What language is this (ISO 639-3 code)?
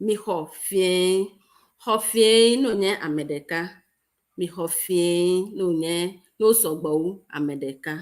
ewe